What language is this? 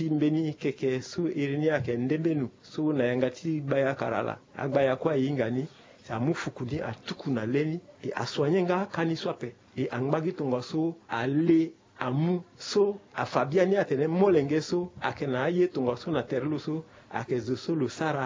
Sango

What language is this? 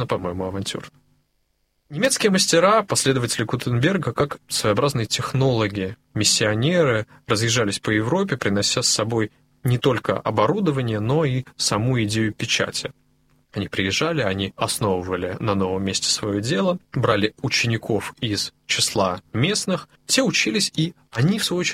Russian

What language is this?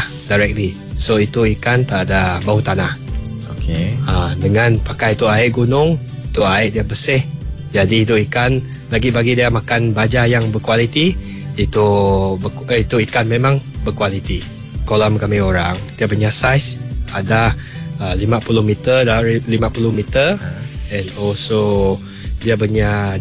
Iban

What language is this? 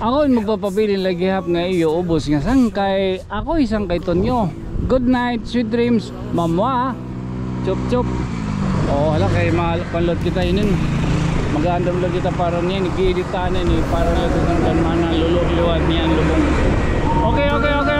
Waray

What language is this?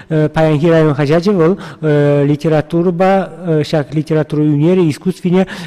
Chuvash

